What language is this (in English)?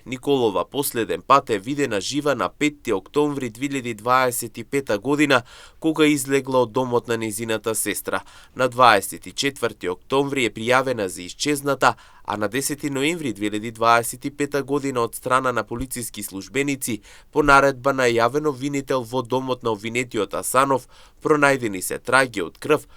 Macedonian